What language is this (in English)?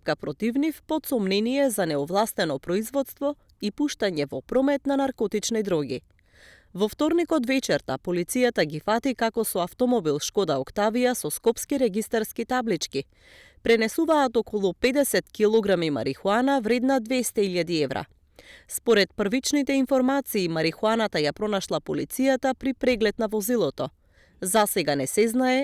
Macedonian